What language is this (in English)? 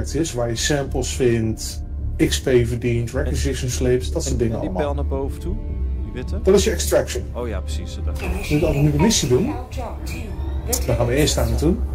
Dutch